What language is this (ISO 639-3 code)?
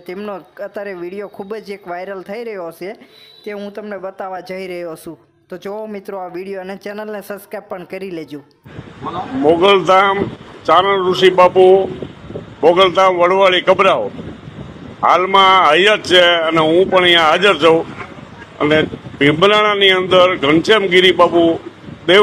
guj